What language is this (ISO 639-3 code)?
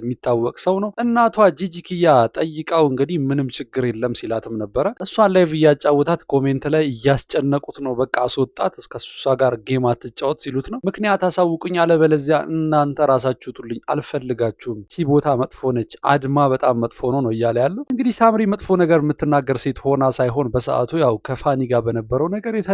amh